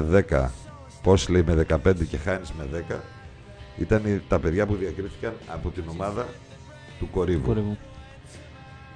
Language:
Greek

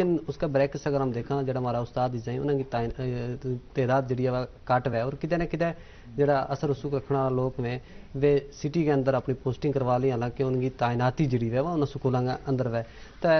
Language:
Gujari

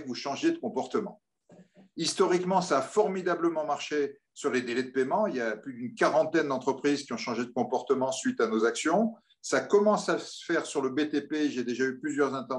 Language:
French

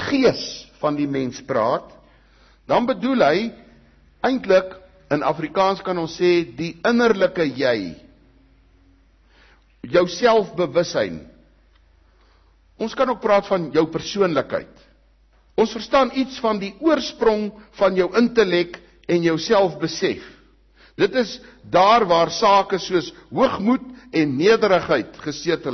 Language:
Afrikaans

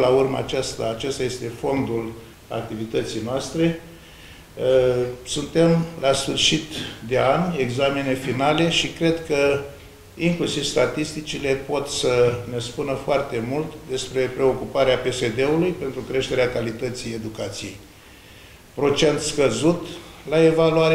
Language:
Romanian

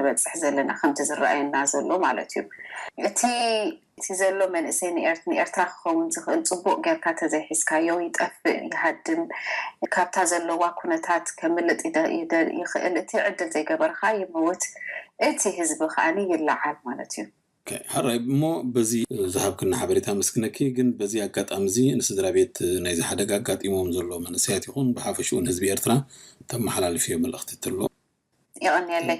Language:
Tigrinya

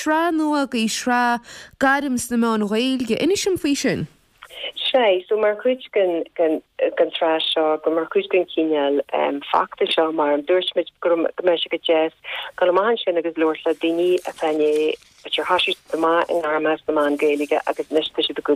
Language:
Irish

